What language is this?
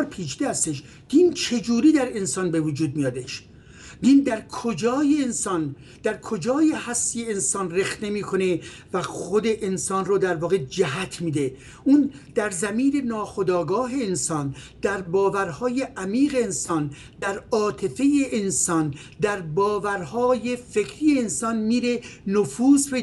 Persian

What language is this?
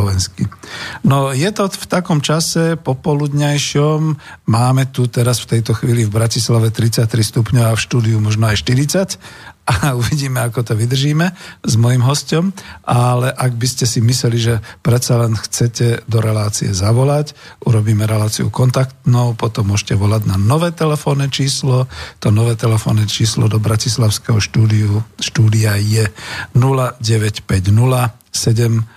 Slovak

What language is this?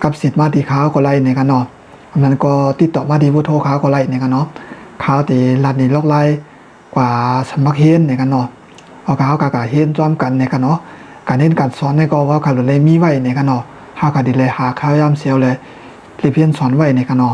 Shan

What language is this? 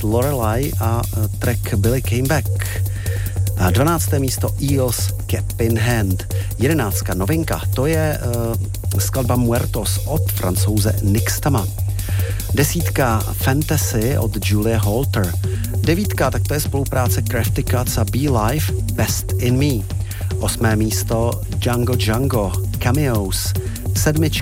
Czech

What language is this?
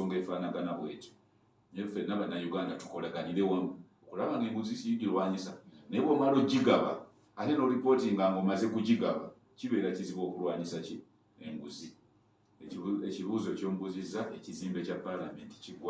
Ganda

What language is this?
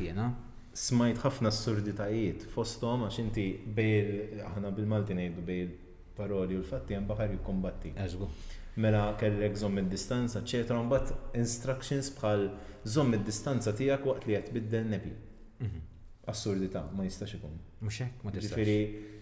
Maltese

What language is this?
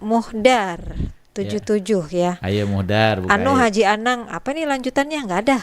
Banjar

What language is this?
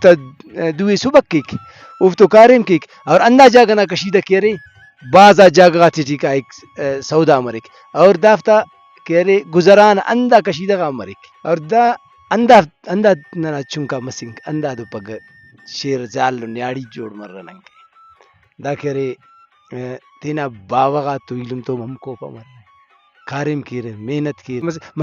Brahui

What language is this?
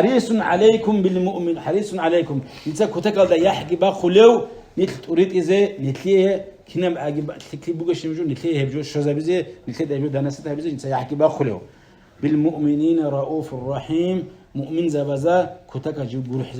Avaric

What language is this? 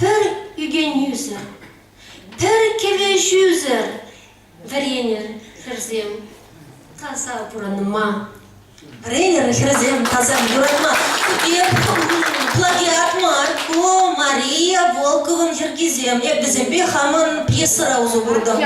Chuvash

